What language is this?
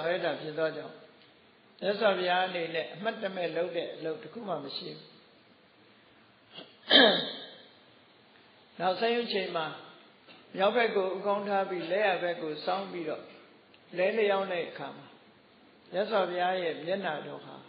Burmese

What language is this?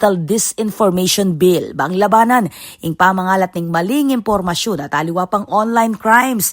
Pampanga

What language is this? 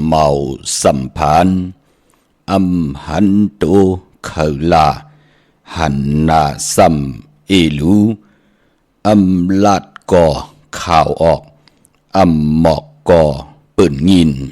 Shan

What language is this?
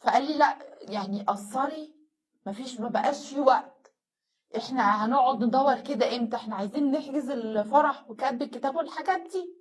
Egyptian Arabic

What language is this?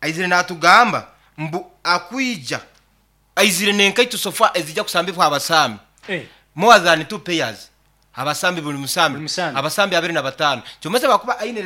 Nyankole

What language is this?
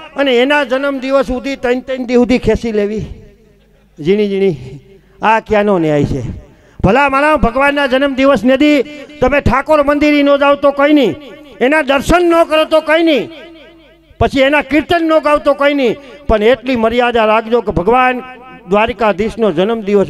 Gujarati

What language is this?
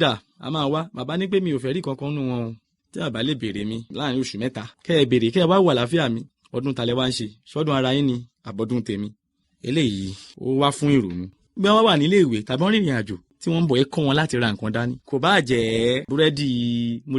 Yoruba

